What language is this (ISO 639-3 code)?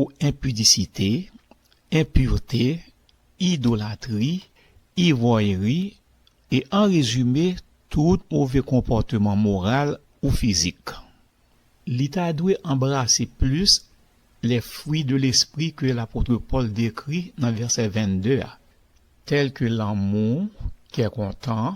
hat